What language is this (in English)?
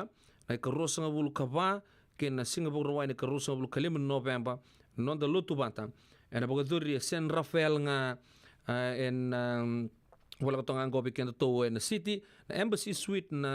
Fijian